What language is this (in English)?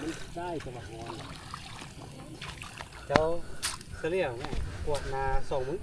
Lao